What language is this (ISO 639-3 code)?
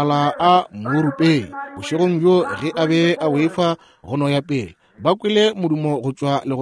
nso